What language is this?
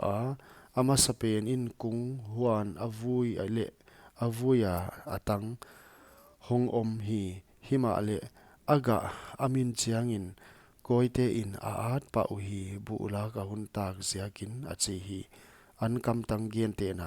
Paite Chin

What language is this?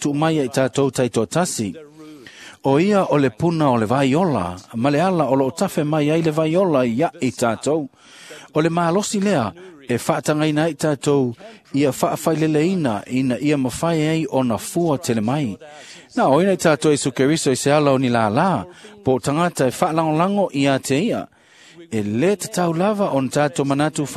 Samoan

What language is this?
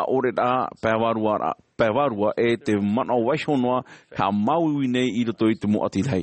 Tahitian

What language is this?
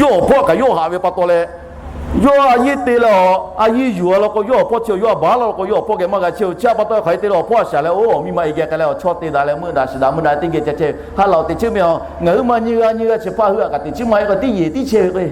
Lahu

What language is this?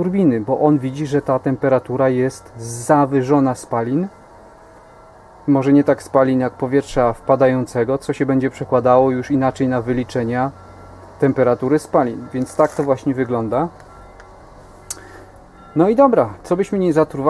Polish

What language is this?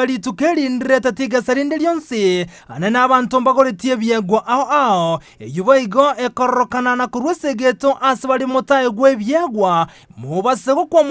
Gusii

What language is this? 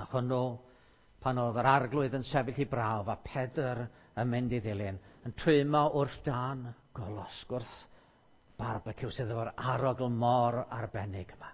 Welsh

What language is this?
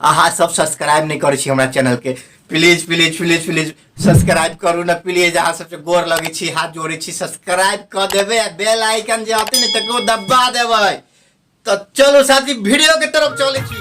Maithili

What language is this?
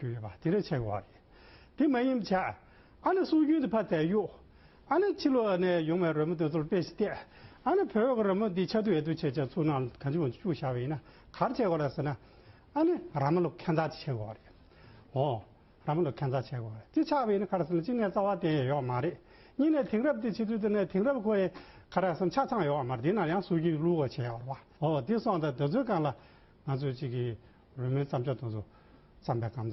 Tibetan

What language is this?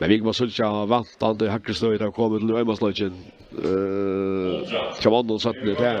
Faroese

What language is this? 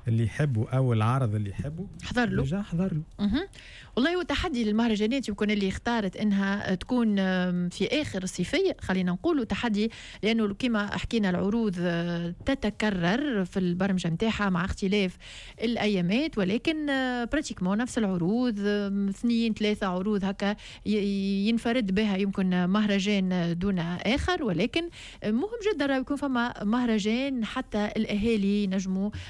Tunisian Arabic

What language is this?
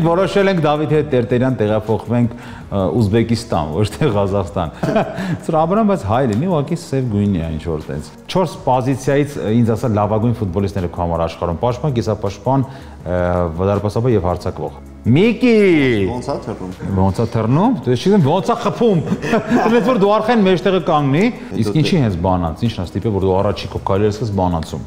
Armenian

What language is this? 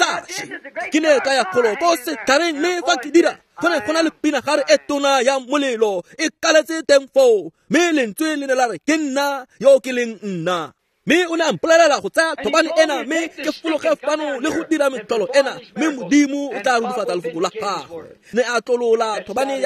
Tswana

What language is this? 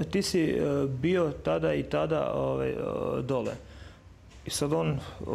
Bosnian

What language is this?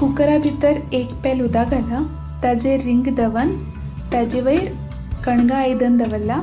Konkani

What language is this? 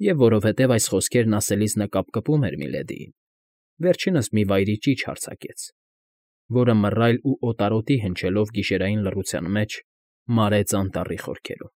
Armenian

